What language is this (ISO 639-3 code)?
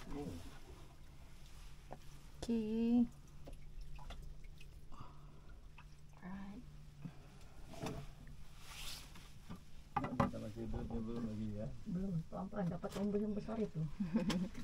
msa